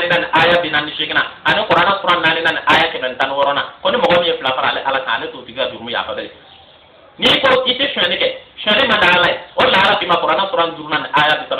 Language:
Bambara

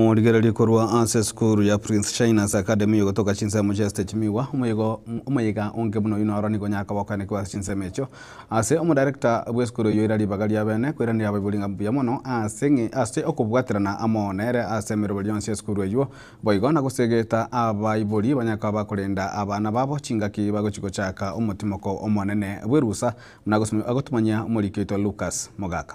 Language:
Gusii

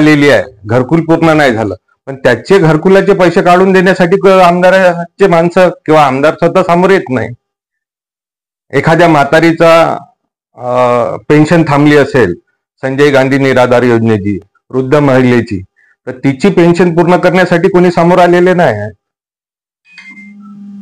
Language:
Marathi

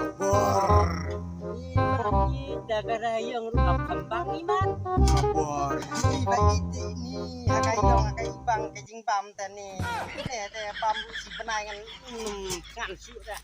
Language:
Khasi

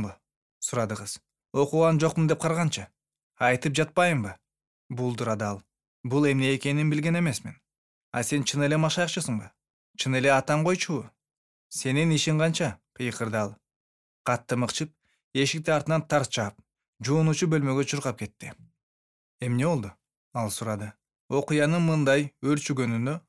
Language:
Kyrgyz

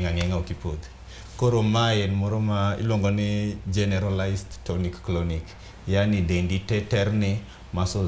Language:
Luo (Kenya and Tanzania)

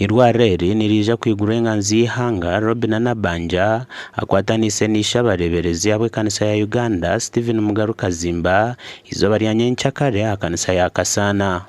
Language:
Nyankole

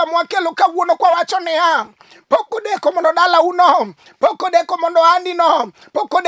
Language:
Luo (Kenya and Tanzania)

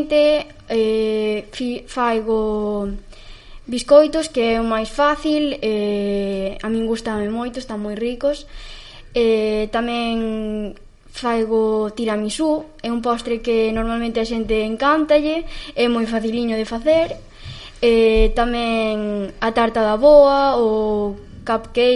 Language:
Galician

